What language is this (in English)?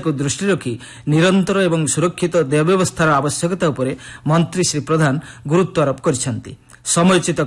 Odia